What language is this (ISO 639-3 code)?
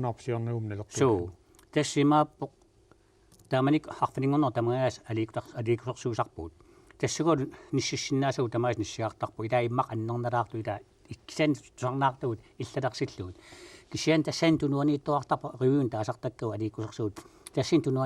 kal